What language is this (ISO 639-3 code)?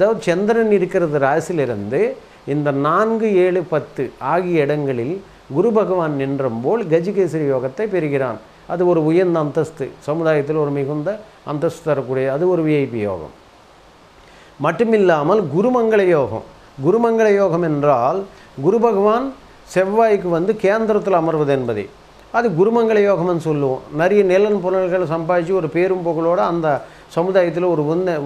tam